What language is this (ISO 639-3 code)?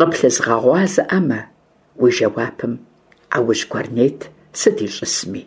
kbd